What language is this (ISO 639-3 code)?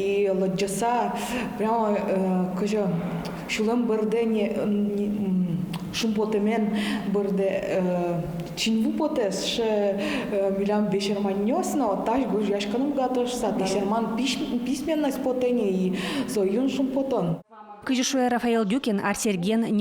udm